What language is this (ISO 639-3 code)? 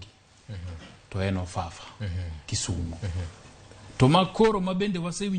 luo